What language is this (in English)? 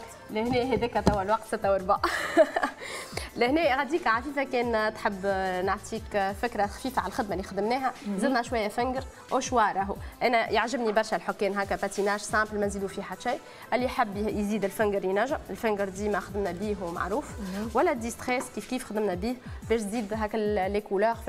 Tunisian Arabic